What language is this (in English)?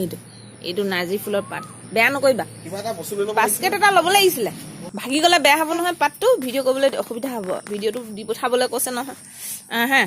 Assamese